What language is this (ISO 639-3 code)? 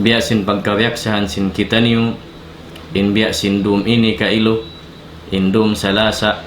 tsg